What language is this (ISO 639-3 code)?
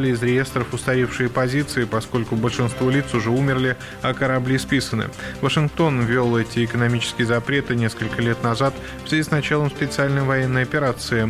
rus